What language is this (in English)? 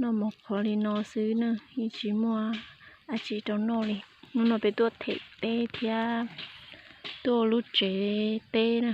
Hmong